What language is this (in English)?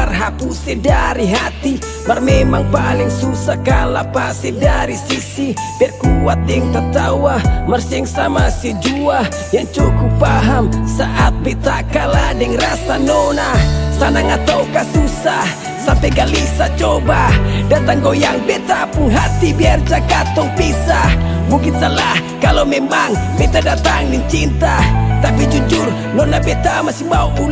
Ambonese Malay